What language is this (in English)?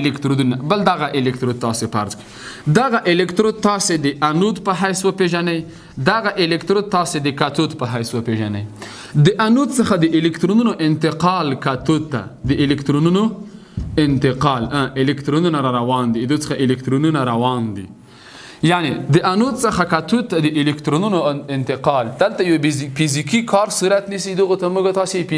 Pashto